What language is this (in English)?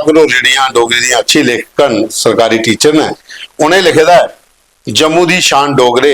Dogri